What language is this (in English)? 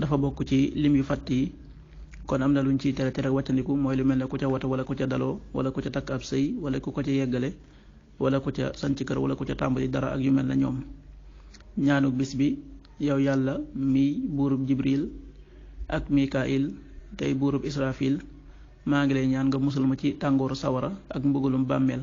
Wolof